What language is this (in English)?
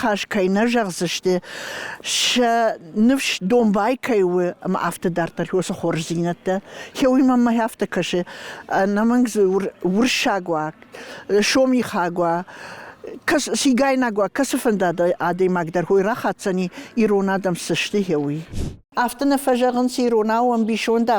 Ossetic